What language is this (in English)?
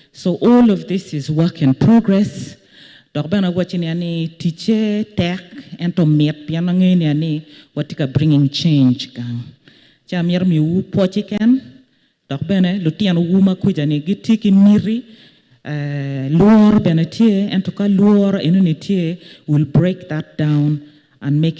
Acoli